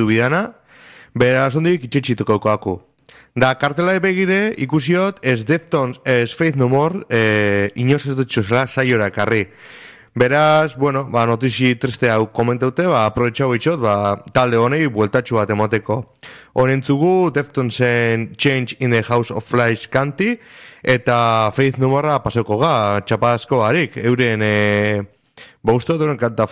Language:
Basque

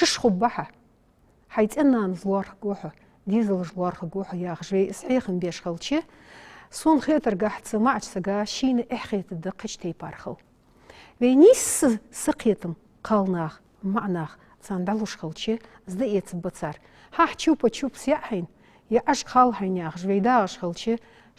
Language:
Ingush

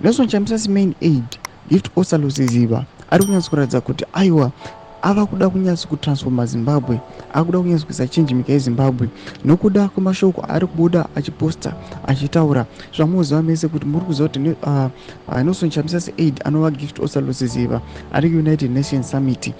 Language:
Shona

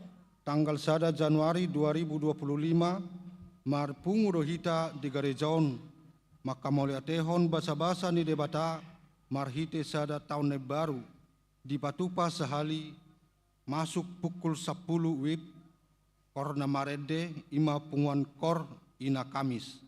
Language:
Batak Toba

